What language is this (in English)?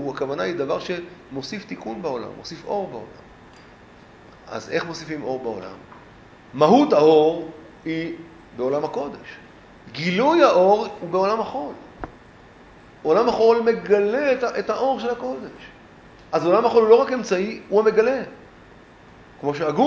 Hebrew